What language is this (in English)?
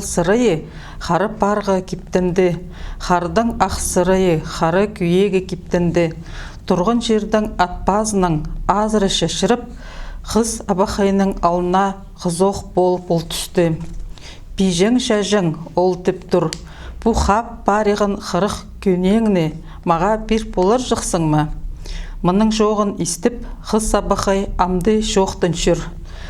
Khakas